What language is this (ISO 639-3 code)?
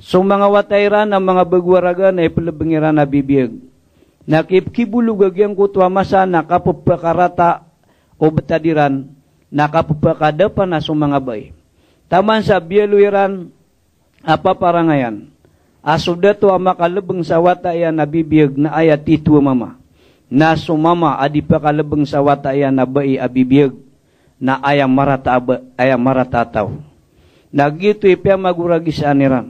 mrw